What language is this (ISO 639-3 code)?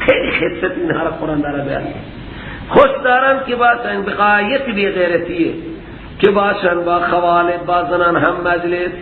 fas